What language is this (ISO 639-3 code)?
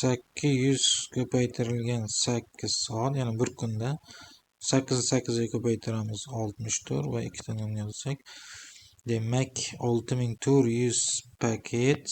uzb